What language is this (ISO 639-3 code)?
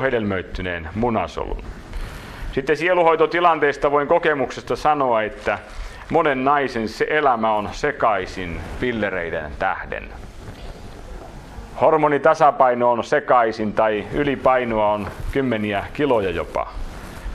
fin